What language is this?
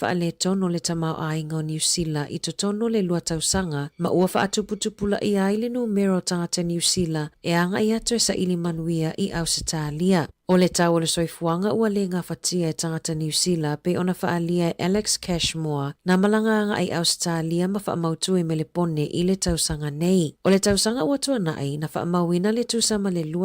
Samoan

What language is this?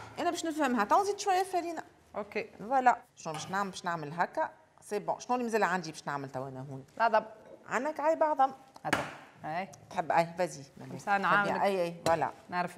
Tunisian Arabic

